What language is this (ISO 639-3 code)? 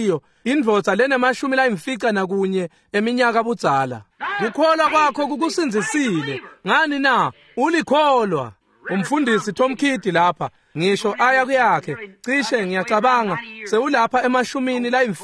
ssw